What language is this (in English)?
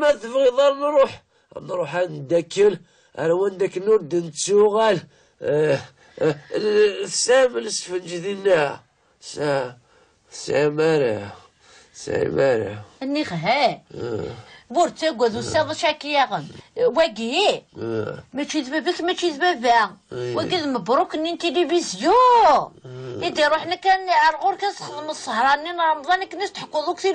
Kabyle